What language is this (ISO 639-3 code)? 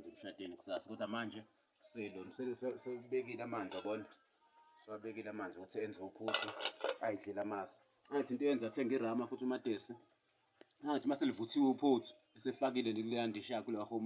zul